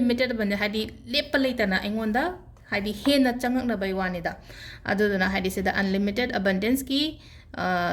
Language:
Manipuri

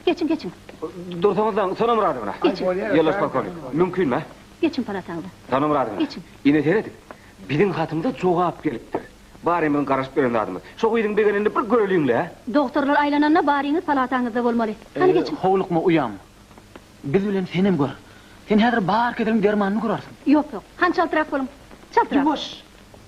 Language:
Turkmen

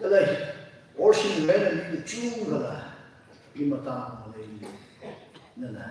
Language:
Tangkhul Naga (India)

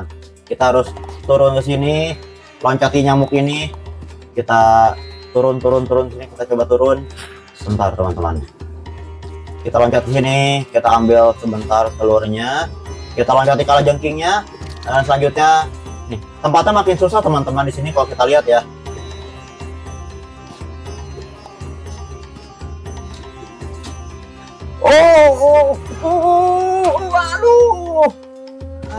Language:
Indonesian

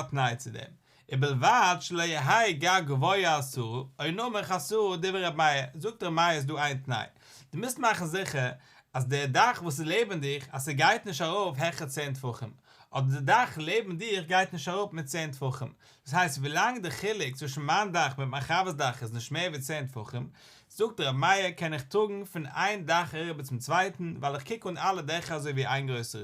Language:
Yiddish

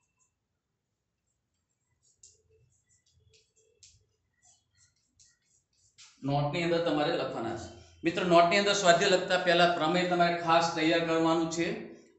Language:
Gujarati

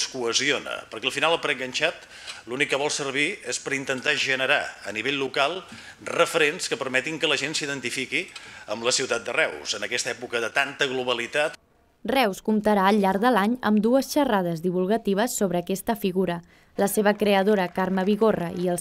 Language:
Catalan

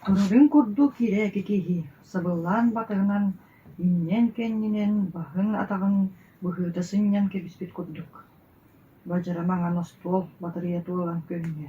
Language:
Yakut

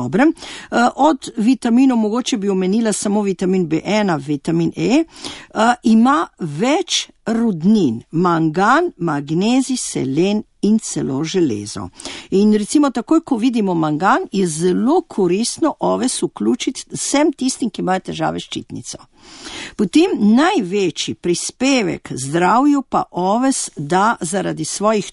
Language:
Slovenian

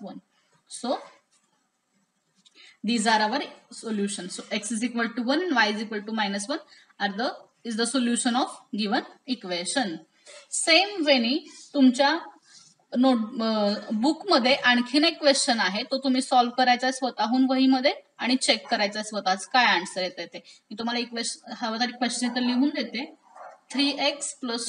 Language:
Marathi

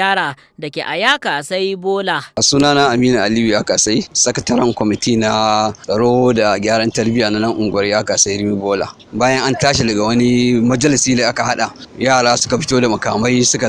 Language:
Hausa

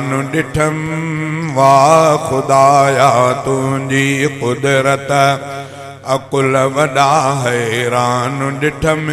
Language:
Sindhi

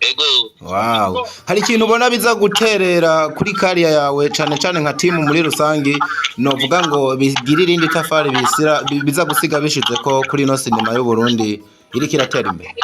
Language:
Rundi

